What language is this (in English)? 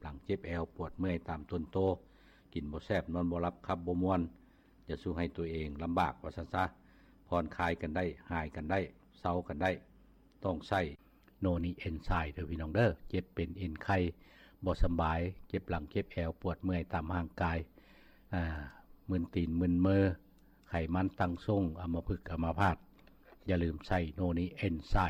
Lao